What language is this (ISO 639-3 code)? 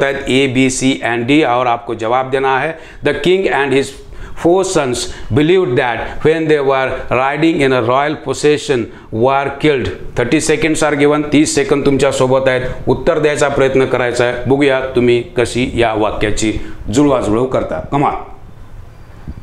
mar